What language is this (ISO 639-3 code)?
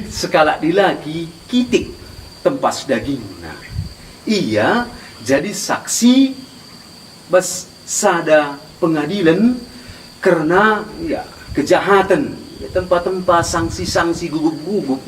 btx